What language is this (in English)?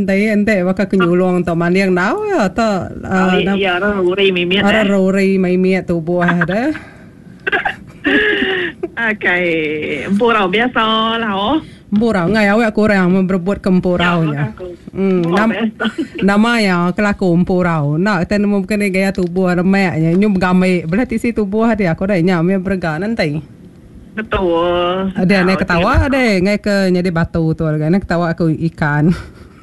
Iban